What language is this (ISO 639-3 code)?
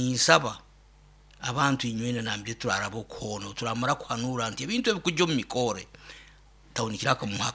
nyo